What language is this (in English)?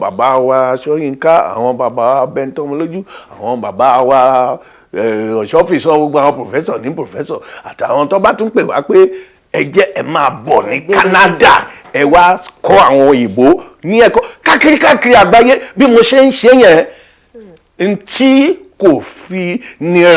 Yoruba